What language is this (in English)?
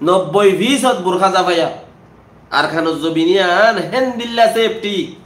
Rohingya